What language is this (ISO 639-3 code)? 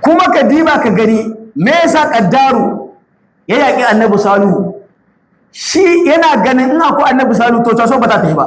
hau